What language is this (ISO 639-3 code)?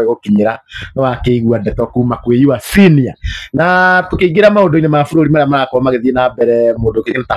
kik